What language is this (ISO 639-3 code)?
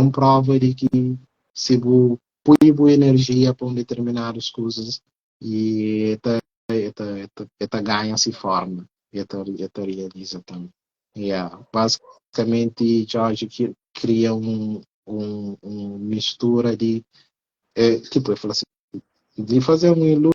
kea